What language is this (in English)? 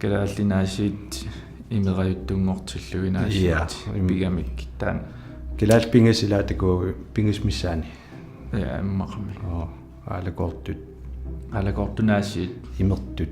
Kalaallisut